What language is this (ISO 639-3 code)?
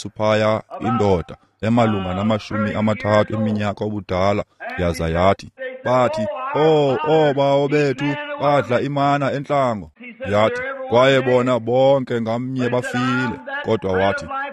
xho